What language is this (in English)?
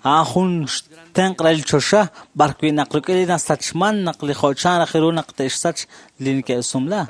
Kekchí